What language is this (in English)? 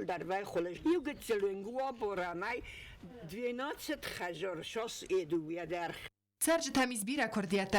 Ossetic